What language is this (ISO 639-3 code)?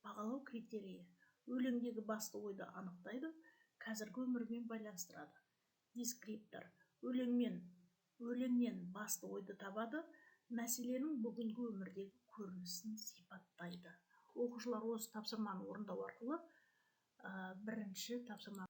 kaz